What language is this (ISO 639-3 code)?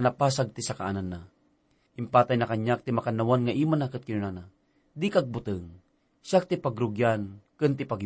ilo